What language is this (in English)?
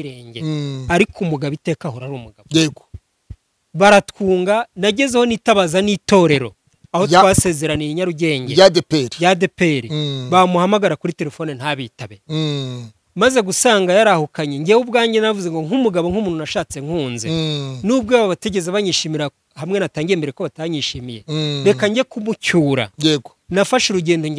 Kinyarwanda